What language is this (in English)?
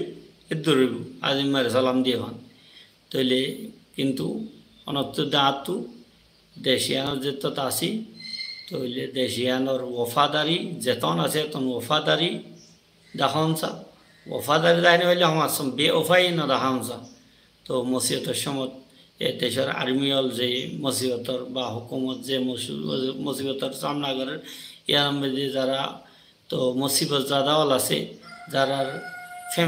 Rohingya